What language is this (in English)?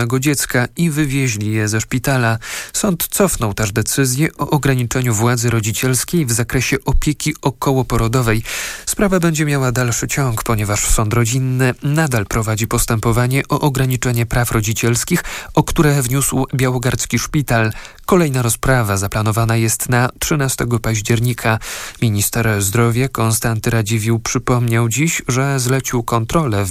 Polish